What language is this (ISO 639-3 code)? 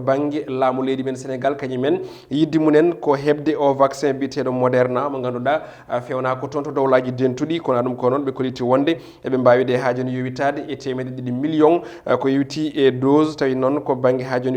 ful